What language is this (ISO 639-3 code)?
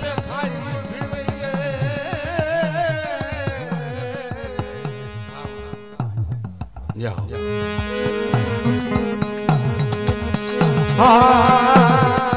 guj